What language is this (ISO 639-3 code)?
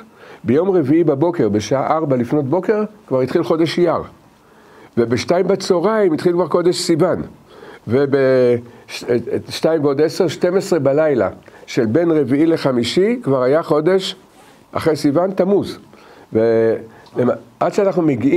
heb